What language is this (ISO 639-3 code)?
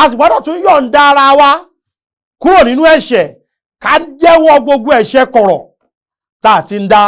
yor